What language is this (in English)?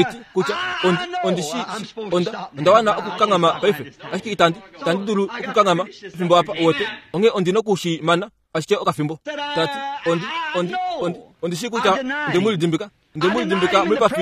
Kuanyama